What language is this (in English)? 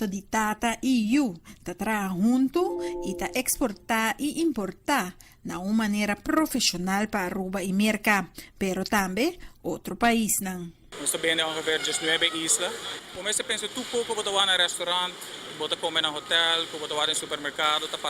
Papiamento